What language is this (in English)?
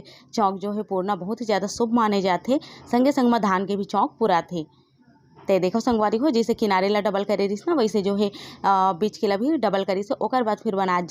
Chhattisgarhi